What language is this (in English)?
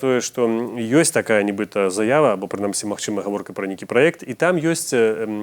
Belarusian